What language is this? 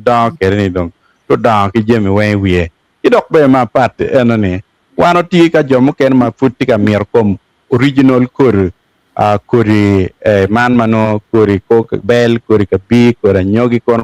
Acoli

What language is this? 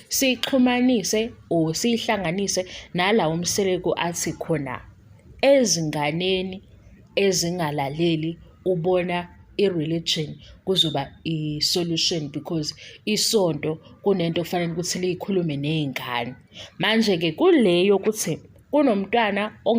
Zulu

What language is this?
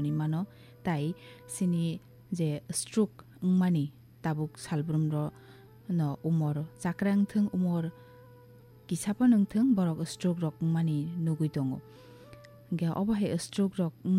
Kok Borok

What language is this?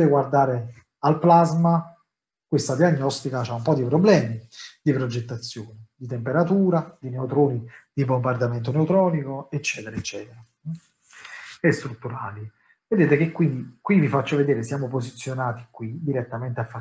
Italian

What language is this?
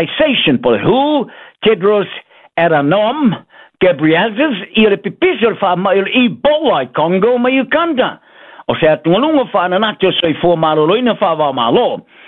Samoan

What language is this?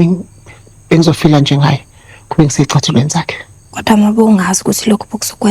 Zulu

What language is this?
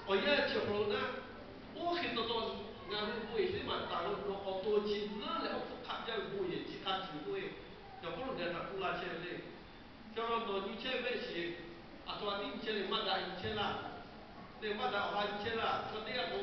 Lahu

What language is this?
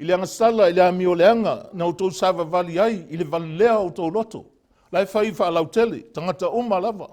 Samoan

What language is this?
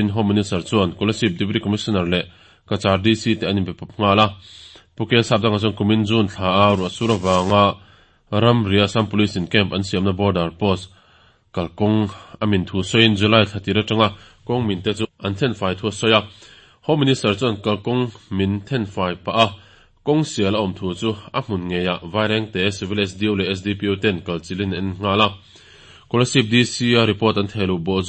Mizo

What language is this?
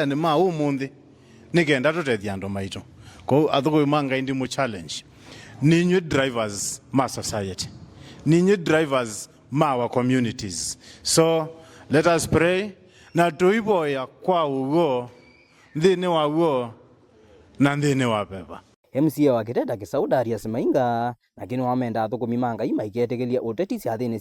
Kamba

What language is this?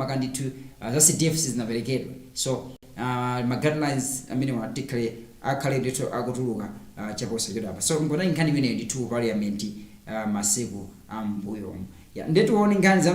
Nyanja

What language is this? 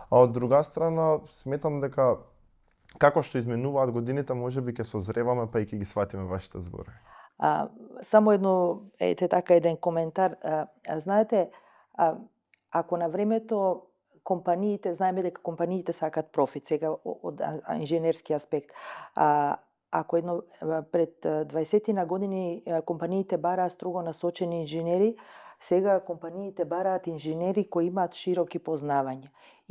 Macedonian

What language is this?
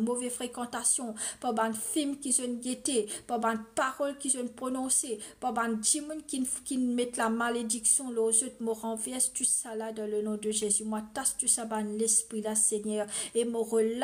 Morisyen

